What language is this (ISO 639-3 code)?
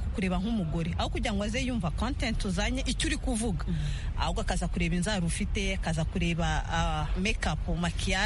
kin